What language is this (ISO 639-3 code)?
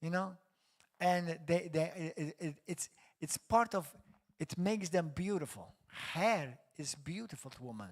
eng